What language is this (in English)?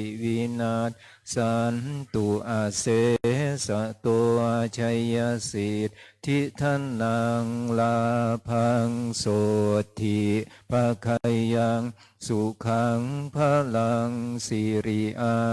Pali